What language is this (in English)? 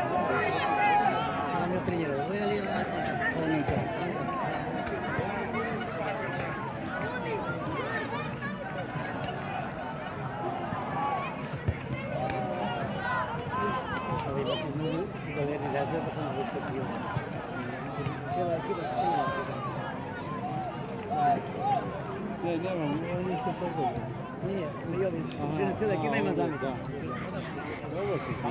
Croatian